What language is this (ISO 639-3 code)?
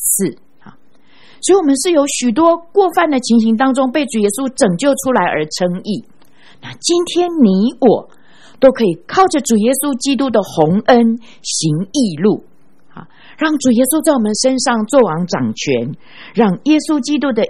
zho